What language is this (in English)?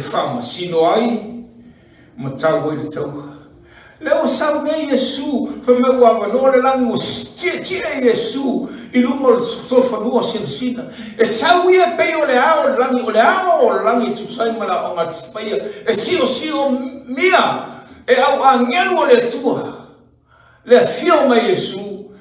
Samoan